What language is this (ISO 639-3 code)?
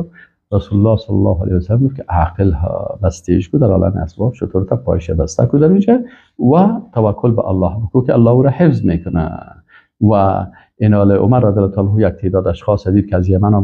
fas